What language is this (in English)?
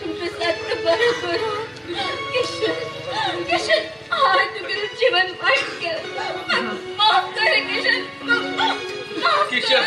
Konkani